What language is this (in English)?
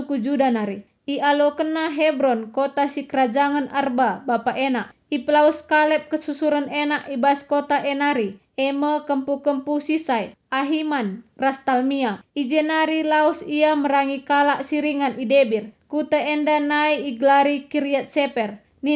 Batak Karo